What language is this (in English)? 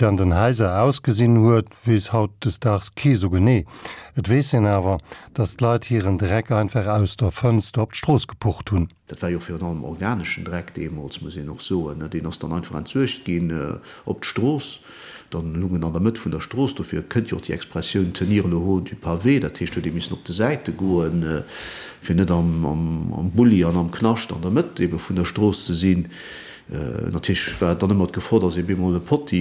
Luxembourgish